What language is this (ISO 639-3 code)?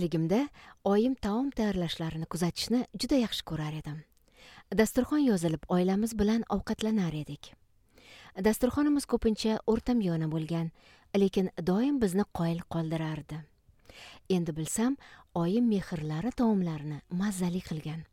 uzb